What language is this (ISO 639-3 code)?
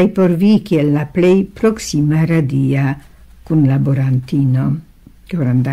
epo